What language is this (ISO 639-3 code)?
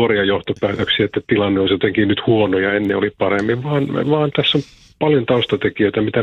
fin